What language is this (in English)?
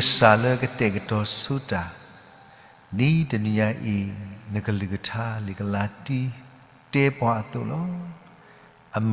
S'gaw Karen